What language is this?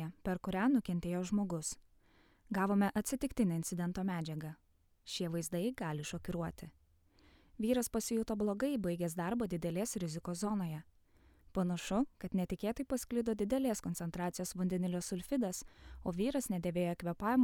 Lithuanian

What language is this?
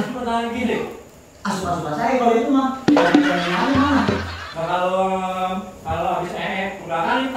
Betawi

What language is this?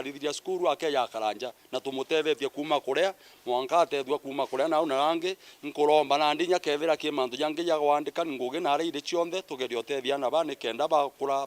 Meru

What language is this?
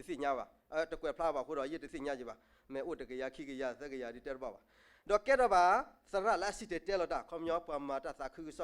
S'gaw Karen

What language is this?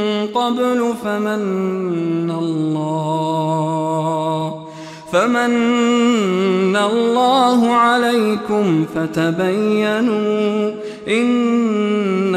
Arabic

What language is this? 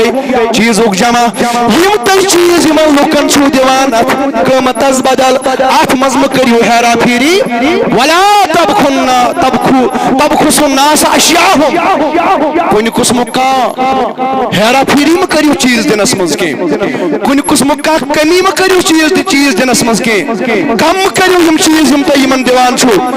Kashmiri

